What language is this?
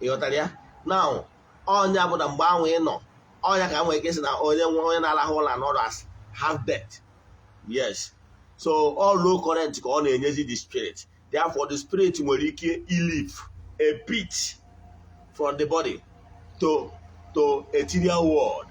Igbo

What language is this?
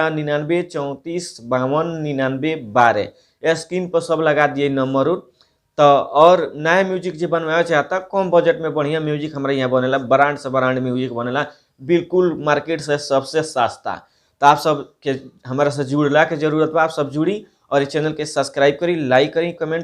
Bhojpuri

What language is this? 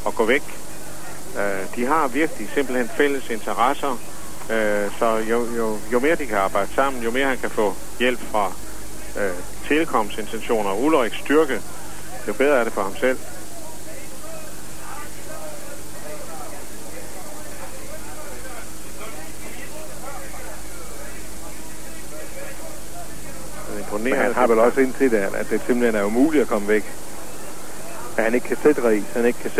Danish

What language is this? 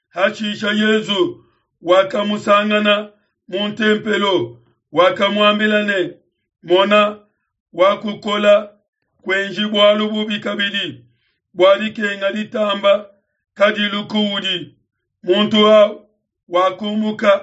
Luba-Lulua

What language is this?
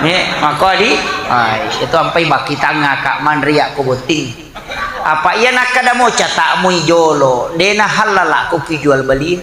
Buginese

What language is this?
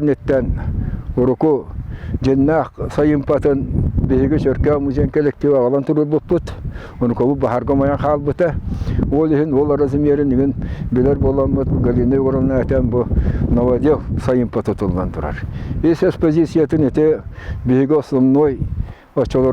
Yakut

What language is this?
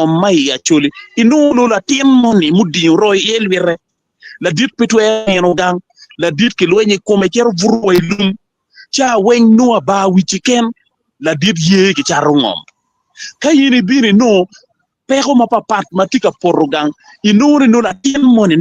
Acoli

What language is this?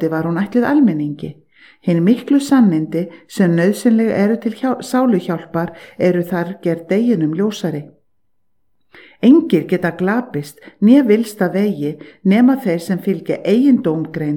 Icelandic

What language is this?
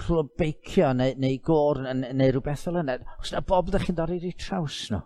Welsh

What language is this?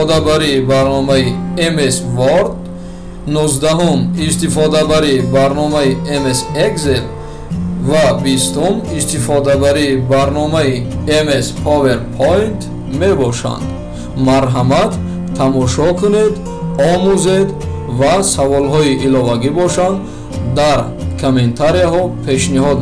Tajik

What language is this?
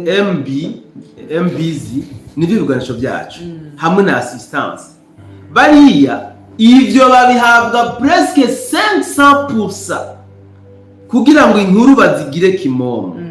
Rundi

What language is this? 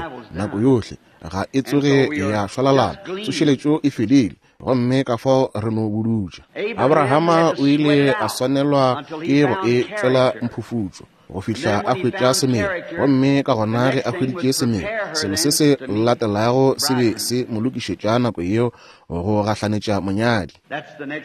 Northern Sotho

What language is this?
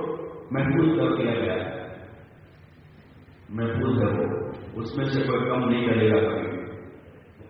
Urdu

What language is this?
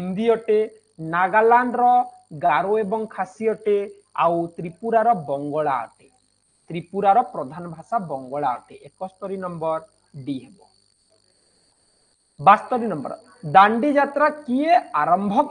Odia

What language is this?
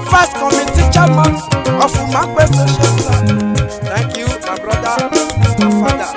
Esan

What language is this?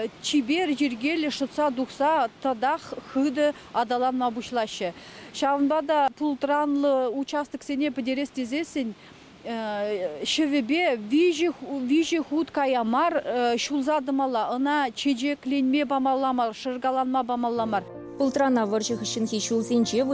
Chuvash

